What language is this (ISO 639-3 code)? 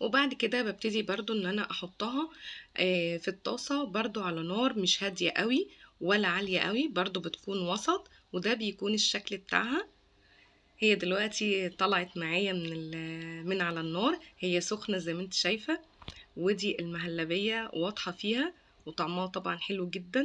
arz